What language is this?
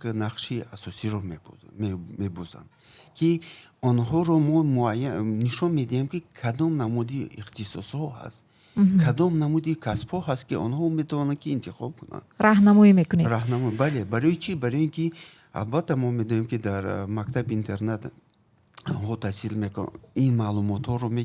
Tajik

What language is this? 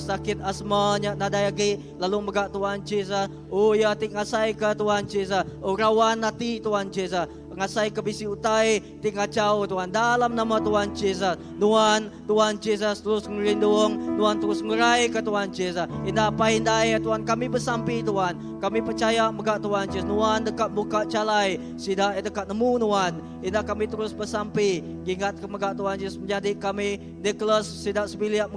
Iban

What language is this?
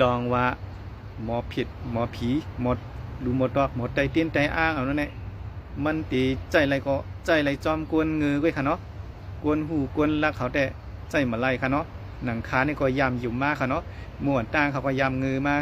Shan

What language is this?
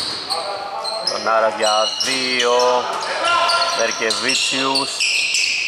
Greek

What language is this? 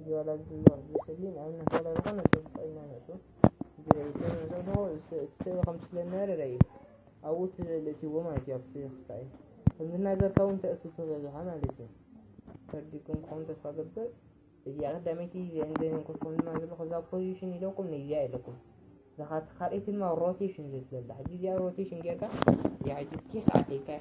Tigrinya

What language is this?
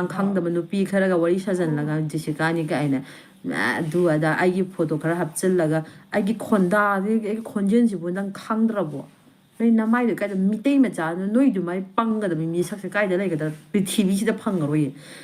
Manipuri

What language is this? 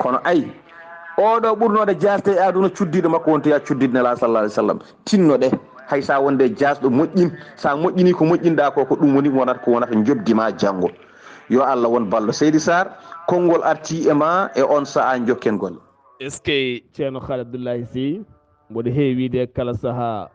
Fula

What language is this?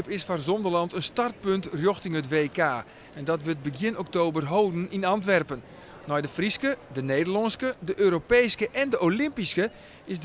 Western Frisian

